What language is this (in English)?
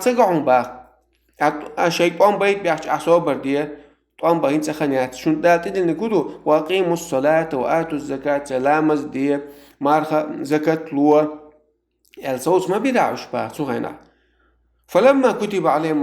Chechen